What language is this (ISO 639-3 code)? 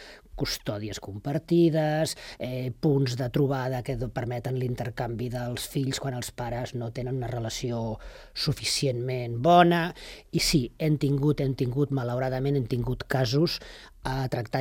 cat